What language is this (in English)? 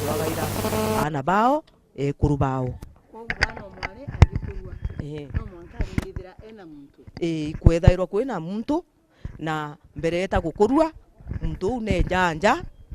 Meru